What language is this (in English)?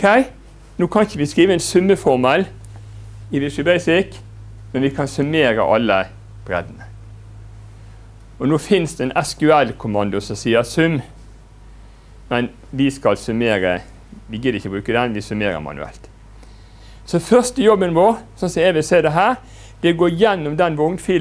Norwegian